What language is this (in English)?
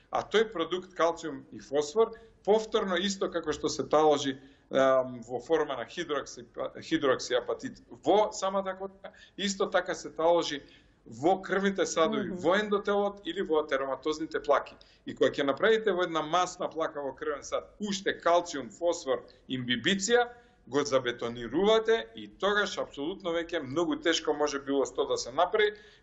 Macedonian